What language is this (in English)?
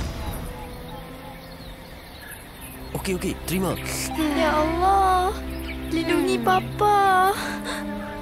Malay